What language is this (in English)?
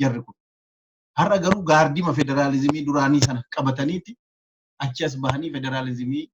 Oromo